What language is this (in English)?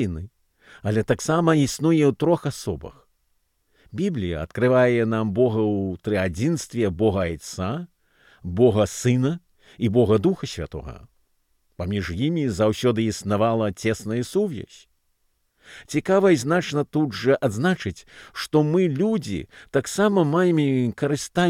Belarusian